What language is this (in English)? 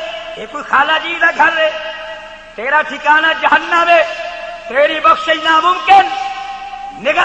Saraiki